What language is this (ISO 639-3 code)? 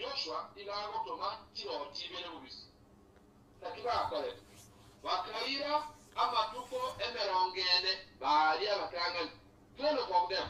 guz